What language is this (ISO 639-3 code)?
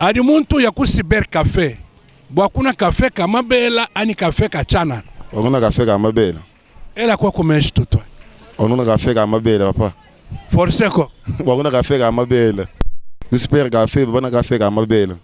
lua